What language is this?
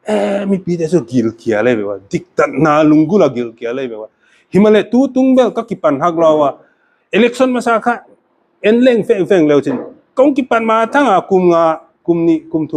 Paite Chin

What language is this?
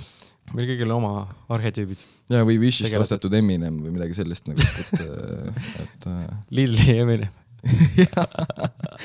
Estonian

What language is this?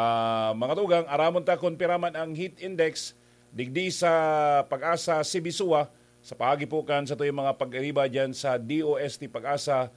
Bikol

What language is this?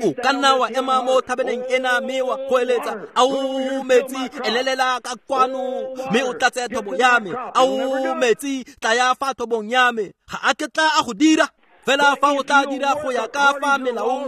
Tswana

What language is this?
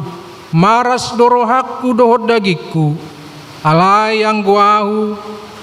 Batak Toba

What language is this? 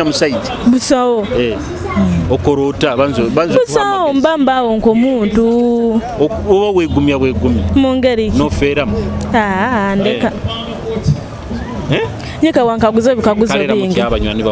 Nyoro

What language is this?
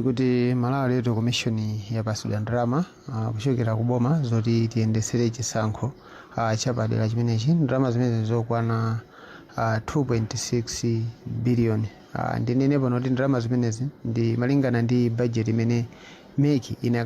Nyanja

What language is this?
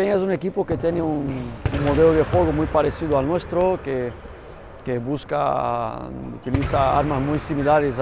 Spanish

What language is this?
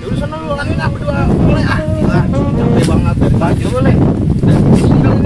Betawi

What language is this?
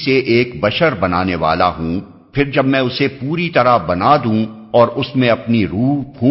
Urdu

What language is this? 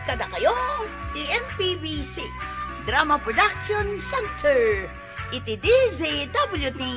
Iloko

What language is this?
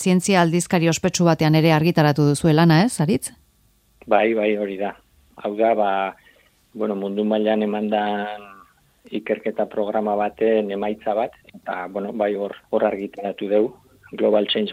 Basque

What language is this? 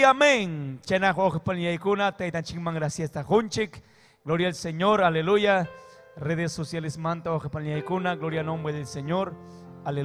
Ayacucho Quechua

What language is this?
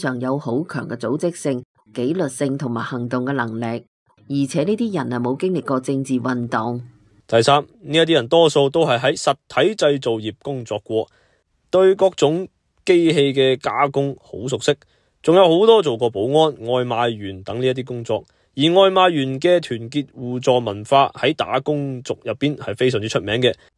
Cantonese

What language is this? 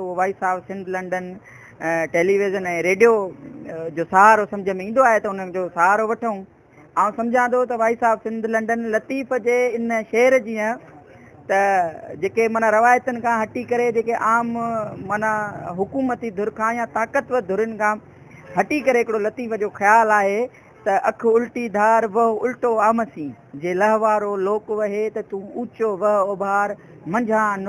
Sindhi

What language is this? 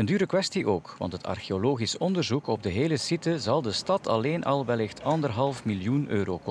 Dutch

